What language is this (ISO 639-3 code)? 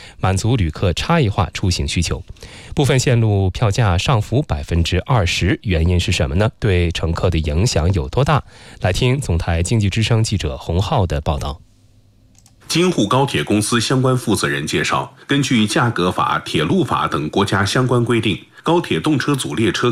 zho